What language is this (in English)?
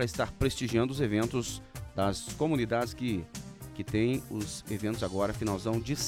Portuguese